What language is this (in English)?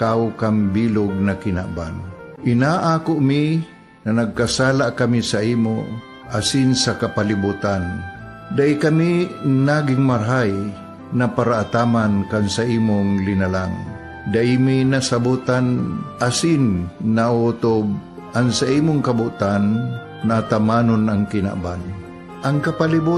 Bikol